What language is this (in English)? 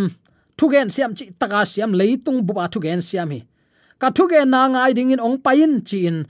Tedim Chin